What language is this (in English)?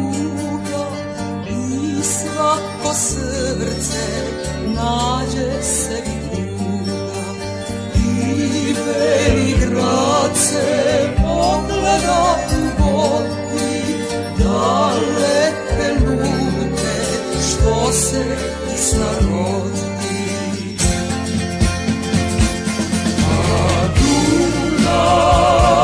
Serbian